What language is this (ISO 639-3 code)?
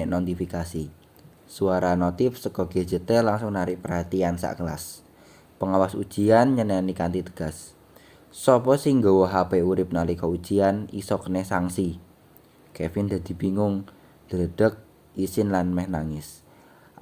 jav